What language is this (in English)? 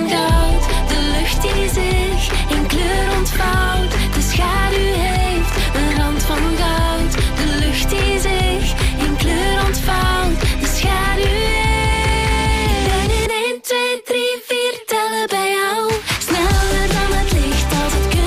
Dutch